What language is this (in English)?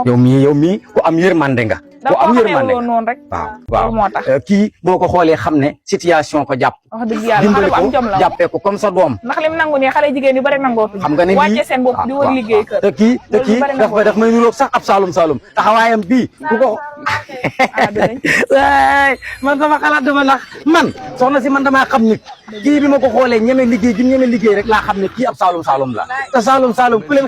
Wolof